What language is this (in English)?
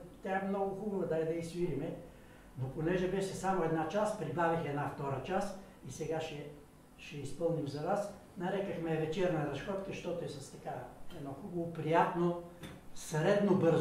Bulgarian